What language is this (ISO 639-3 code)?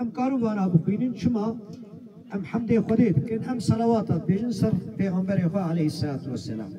kur